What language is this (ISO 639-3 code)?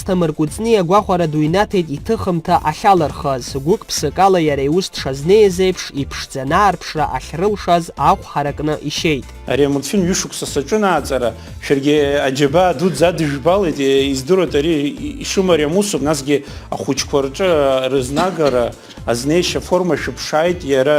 abk